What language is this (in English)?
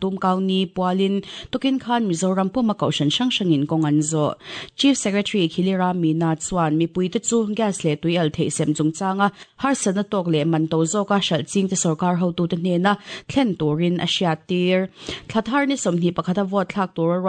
Mizo